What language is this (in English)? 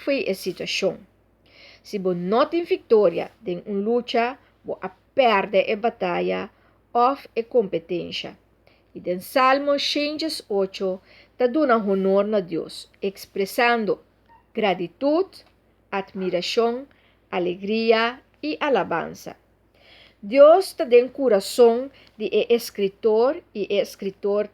Papiamento